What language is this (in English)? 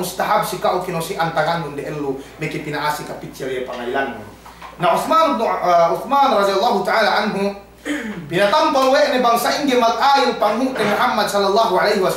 Yakan